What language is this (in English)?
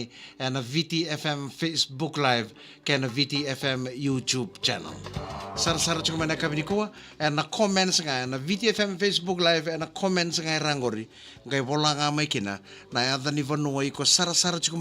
Fijian